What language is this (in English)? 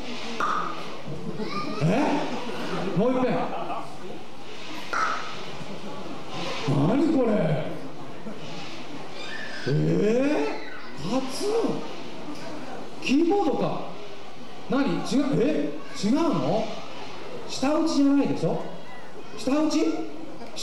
Japanese